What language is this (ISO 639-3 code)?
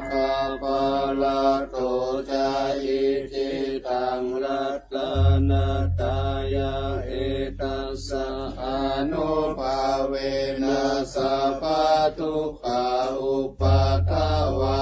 pli